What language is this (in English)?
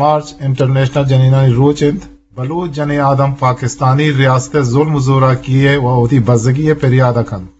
Eastern Balochi